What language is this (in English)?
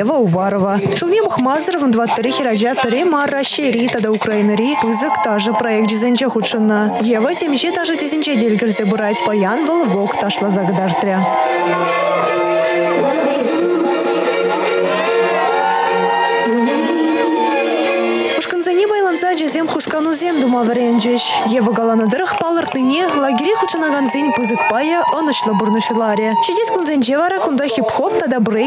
Chuvash